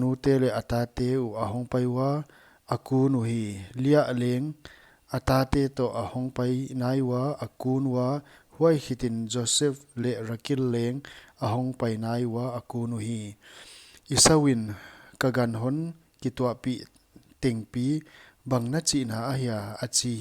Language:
Paite Chin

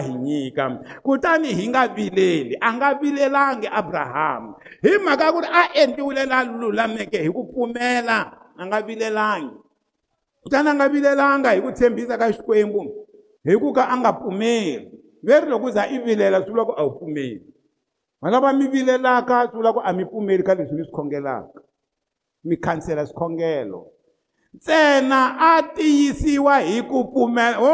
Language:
Tsonga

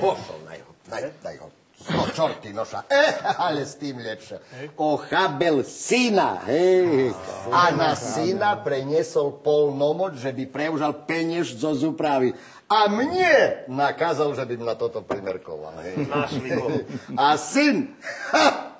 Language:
Rusyn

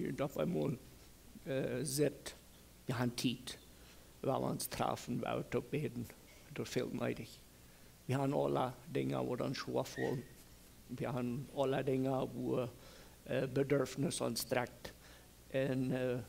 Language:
Plautdietsch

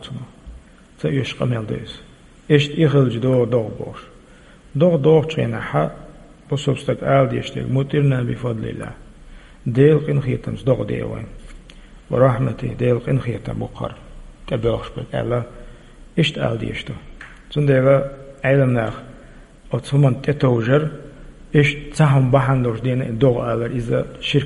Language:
Chechen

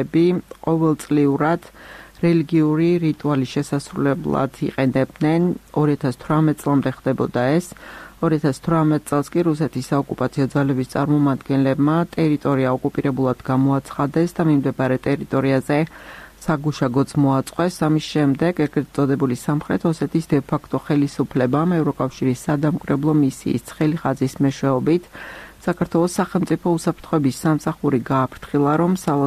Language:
Georgian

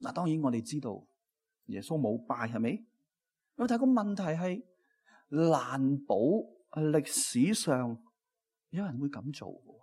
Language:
Cantonese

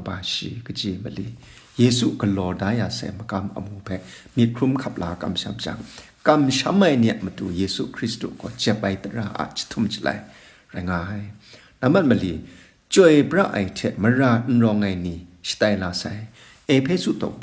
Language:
Kachin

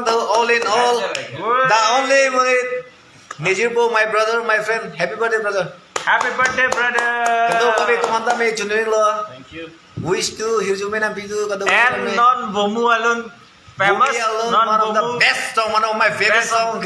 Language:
Karbi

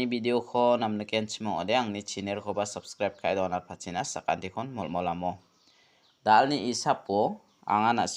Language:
Garo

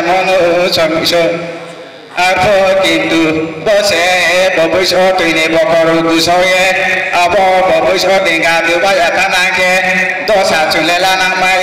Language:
Riang (India)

